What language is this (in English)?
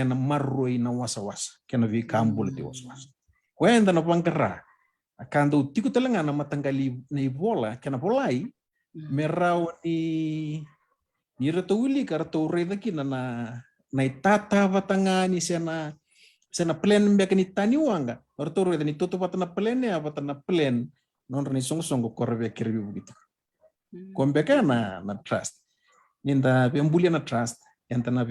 Fijian